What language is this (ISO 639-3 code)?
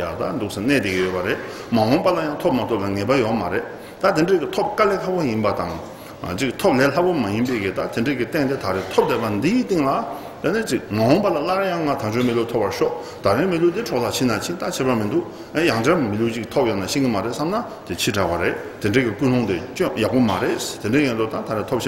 bod